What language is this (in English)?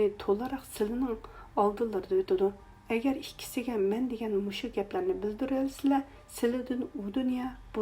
Uyghur